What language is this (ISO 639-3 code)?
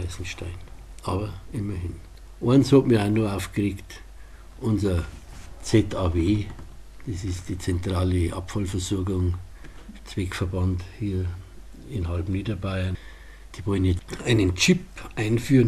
bar